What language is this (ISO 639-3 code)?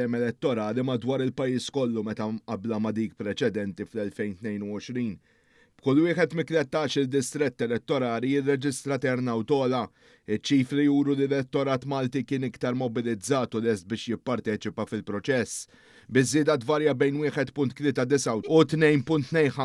mlt